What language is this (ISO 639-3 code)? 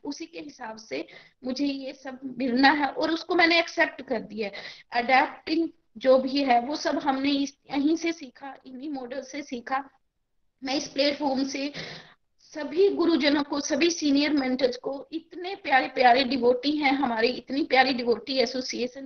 hin